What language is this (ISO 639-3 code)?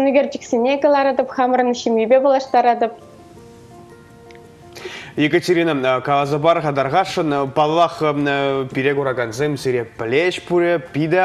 chv